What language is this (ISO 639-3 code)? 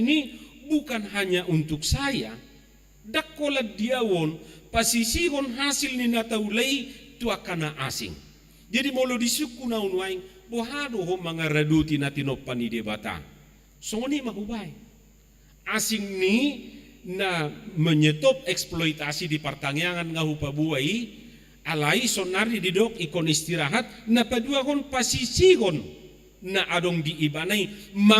bbc